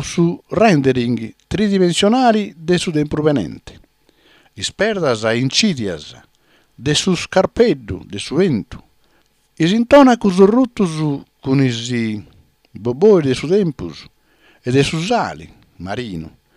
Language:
Sardinian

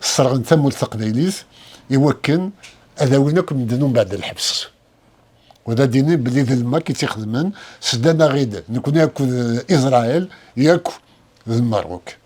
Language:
Kabyle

